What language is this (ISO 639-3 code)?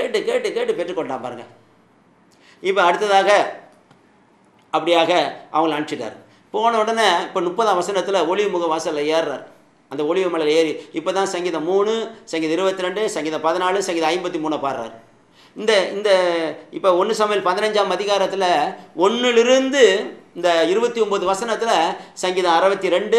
tam